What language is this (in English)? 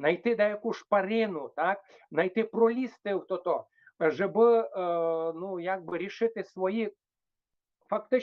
Rusyn